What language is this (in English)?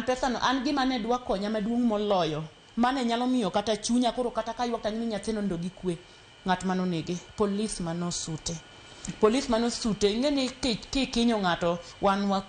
Luo (Kenya and Tanzania)